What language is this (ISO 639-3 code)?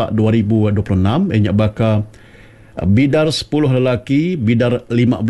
iba